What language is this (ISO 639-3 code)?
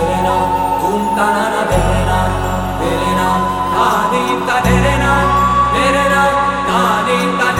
hin